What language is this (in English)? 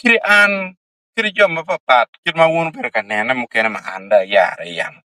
Acoli